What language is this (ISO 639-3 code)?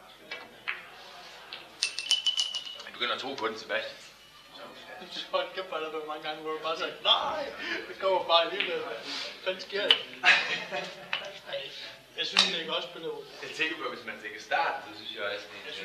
dan